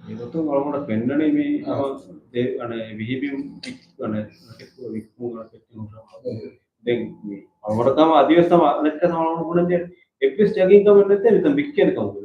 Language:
Divehi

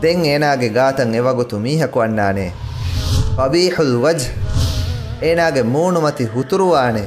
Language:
Divehi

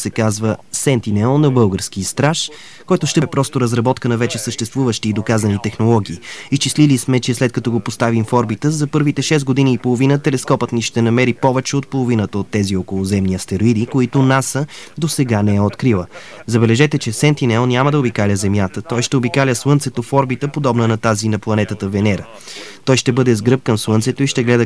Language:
Bulgarian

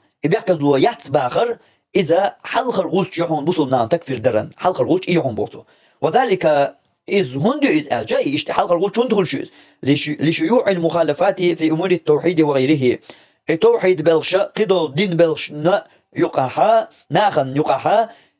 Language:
Chechen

